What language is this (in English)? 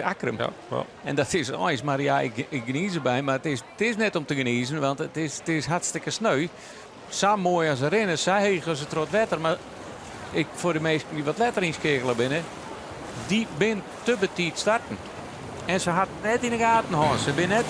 Western Frisian